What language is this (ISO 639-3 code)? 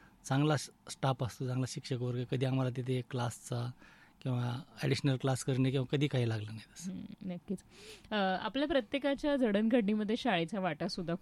mar